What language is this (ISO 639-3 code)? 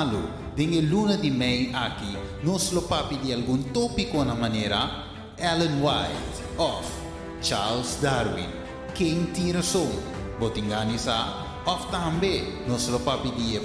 pap